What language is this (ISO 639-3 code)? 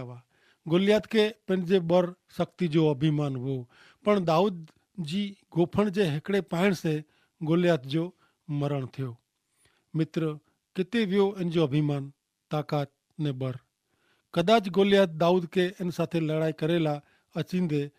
kfr